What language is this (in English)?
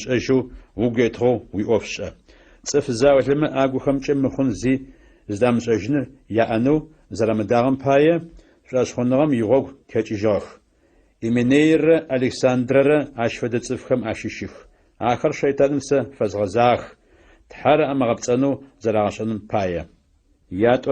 Adyghe